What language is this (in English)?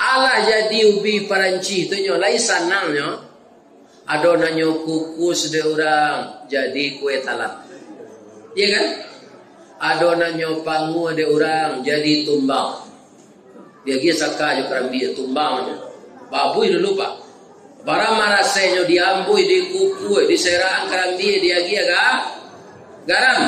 Minangkabau